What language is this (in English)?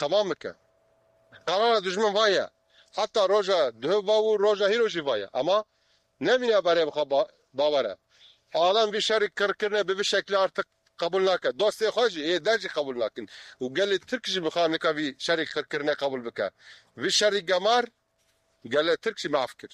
Kurdish